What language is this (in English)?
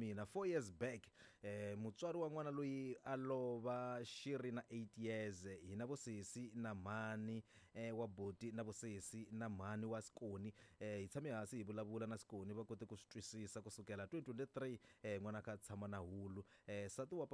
Tsonga